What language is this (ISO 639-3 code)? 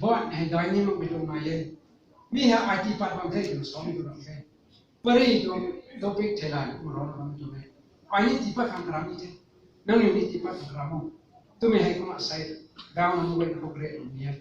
nbu